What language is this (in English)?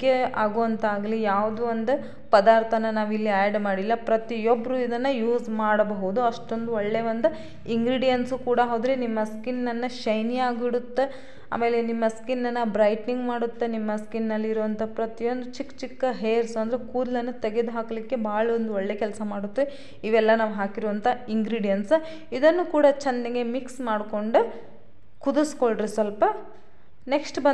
Kannada